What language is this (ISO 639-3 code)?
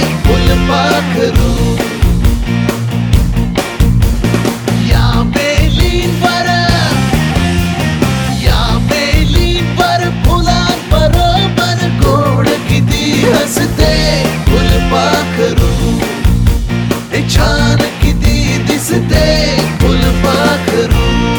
mar